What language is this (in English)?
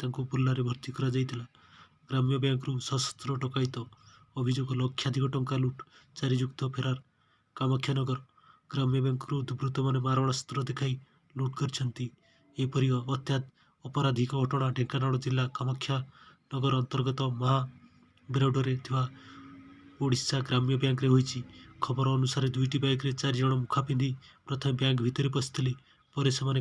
Odia